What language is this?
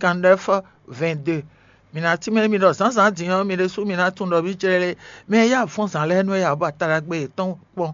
Fon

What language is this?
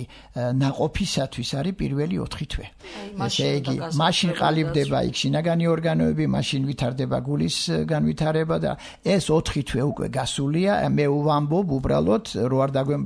Georgian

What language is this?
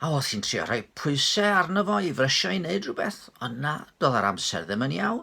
Welsh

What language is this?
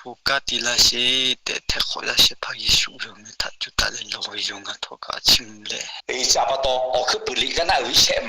Lahu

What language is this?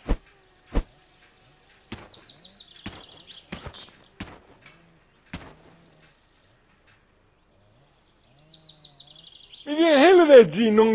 Finnish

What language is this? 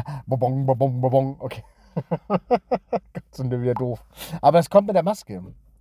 German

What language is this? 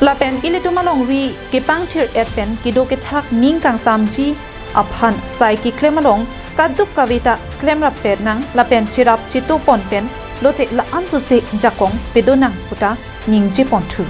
Karbi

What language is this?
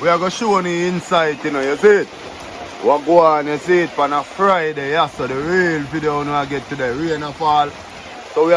Jamaican Creole English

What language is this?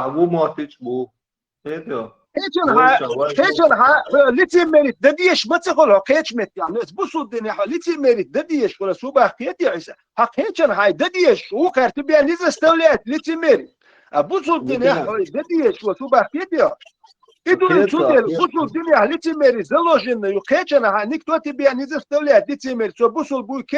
Chechen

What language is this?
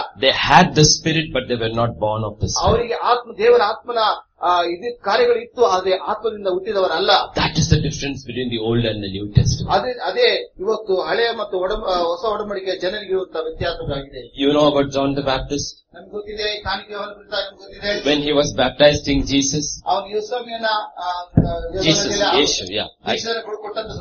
Kannada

